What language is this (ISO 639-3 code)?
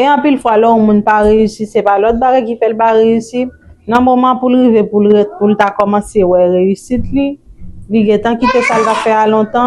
hat